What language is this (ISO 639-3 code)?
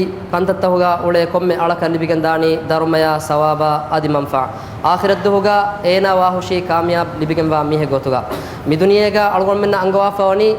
div